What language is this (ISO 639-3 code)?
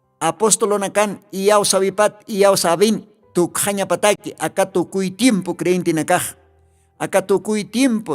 aym